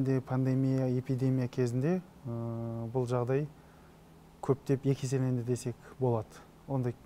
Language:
Kazakh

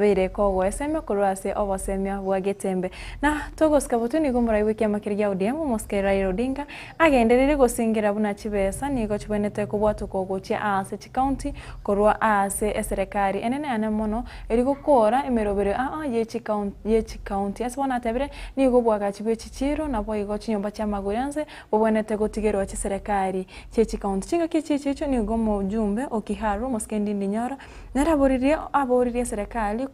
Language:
Gusii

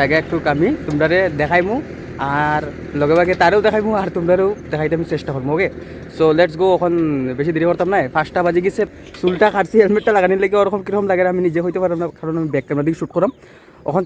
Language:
Sylheti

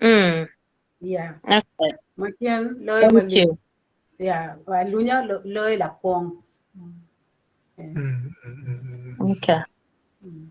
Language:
Acoli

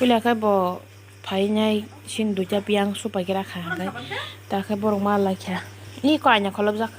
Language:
Kok Borok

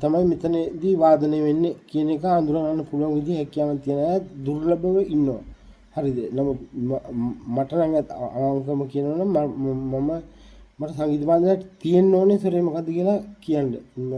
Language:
Sinhala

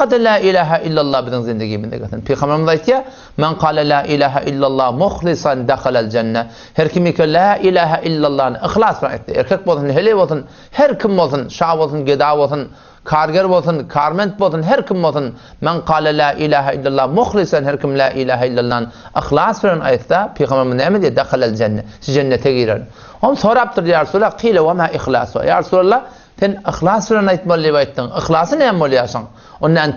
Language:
Turkmen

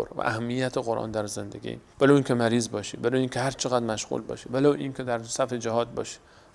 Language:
Persian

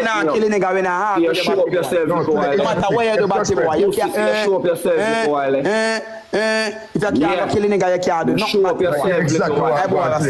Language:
Jamaican Creole English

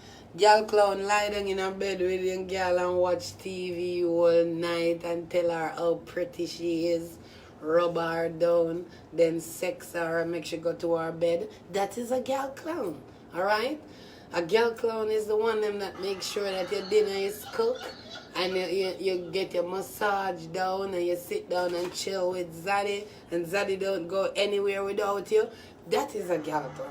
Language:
Jamaican Creole English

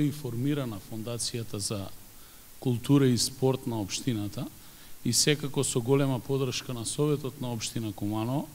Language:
Macedonian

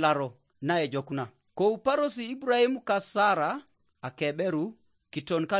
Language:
Teso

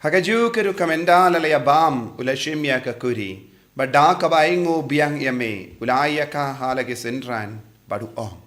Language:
Khasi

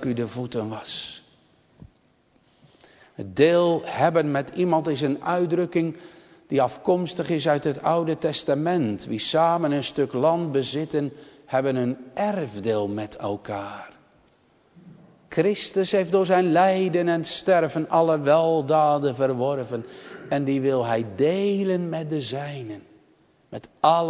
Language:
Dutch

